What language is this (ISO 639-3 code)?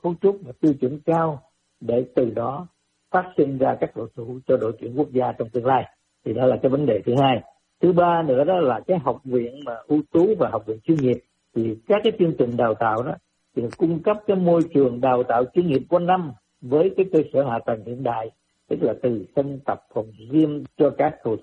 vie